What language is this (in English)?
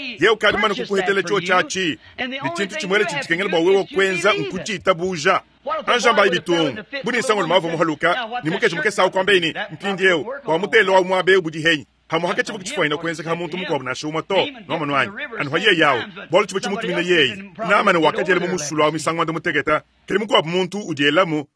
Luba-Lulua